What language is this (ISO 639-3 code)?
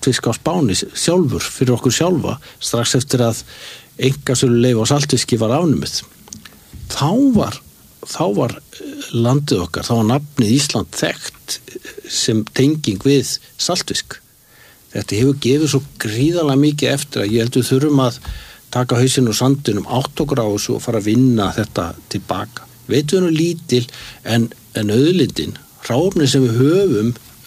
isl